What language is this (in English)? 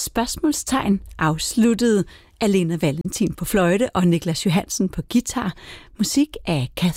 Danish